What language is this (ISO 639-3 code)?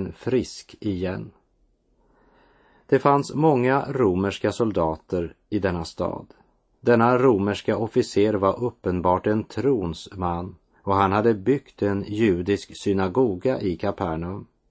swe